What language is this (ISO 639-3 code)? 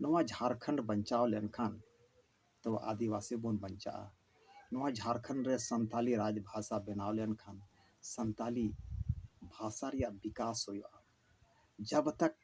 sat